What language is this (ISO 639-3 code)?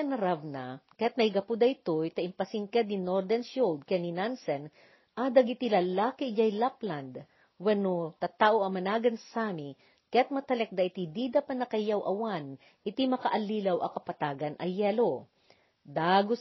ilo